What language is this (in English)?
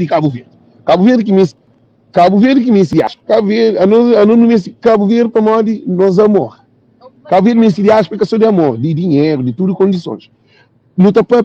Kabuverdianu